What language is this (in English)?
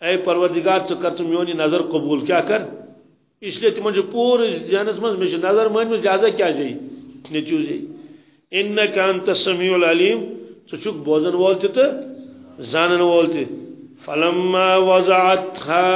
Kashmiri